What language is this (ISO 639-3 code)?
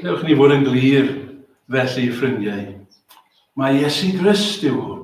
cym